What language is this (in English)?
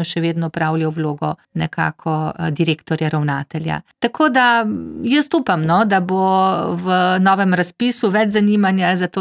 Slovenian